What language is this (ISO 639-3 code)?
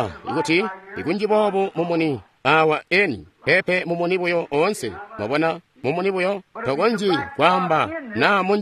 toi